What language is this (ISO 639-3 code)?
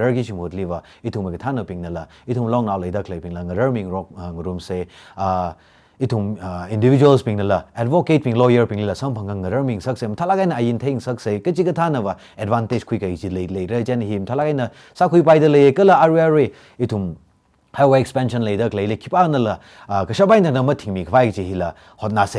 nmf